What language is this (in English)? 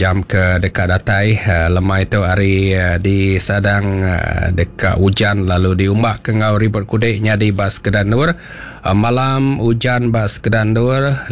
Iban